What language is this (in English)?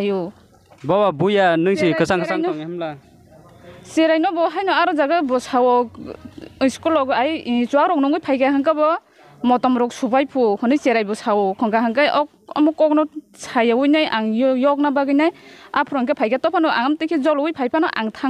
Kok Borok